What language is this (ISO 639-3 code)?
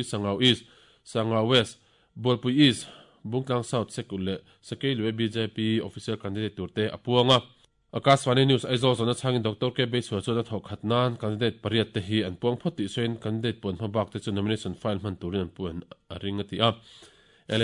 lus